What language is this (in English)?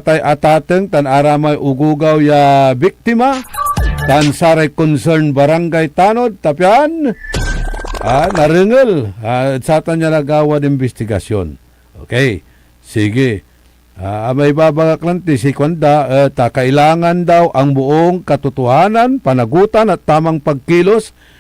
Pangasinan